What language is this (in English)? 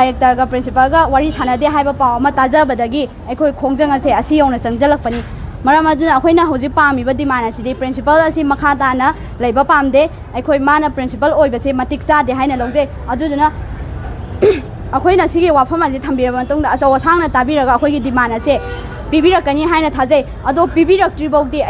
Manipuri